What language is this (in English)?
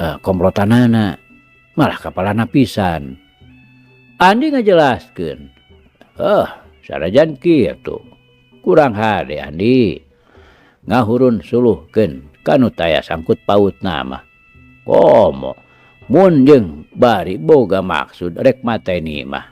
Sundanese